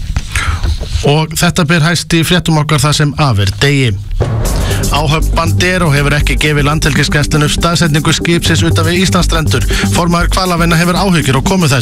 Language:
Icelandic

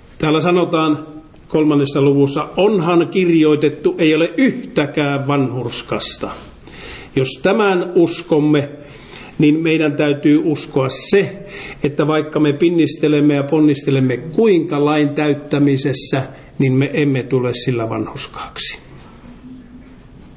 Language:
Finnish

